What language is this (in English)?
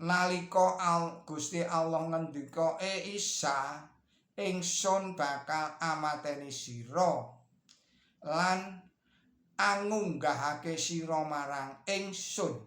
Javanese